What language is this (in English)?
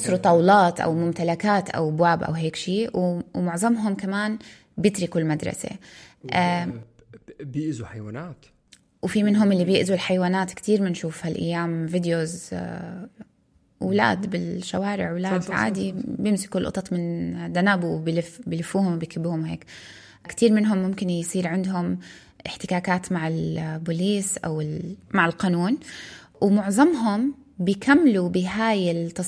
North Levantine Arabic